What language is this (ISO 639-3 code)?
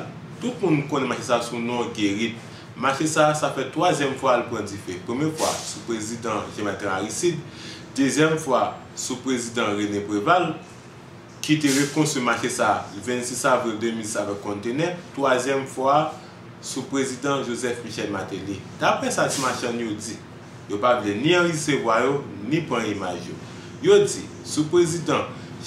hat